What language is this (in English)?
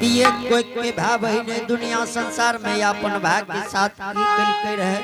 Angika